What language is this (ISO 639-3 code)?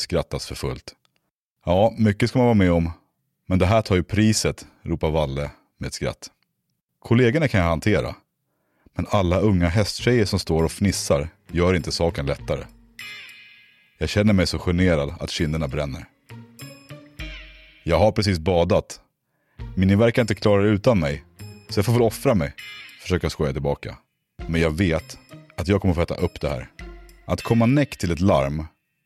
swe